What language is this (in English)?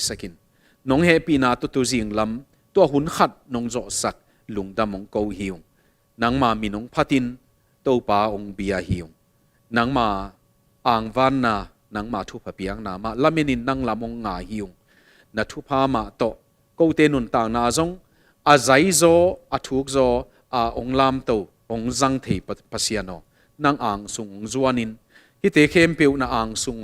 Tedim Chin